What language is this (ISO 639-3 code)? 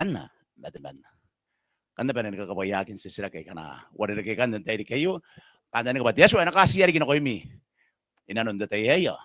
gil